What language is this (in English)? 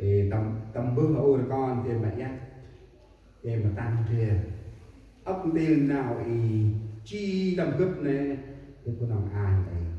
Central Mnong